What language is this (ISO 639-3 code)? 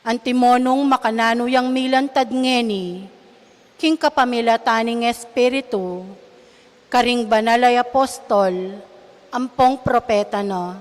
pam